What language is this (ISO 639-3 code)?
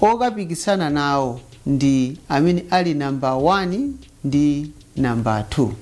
nya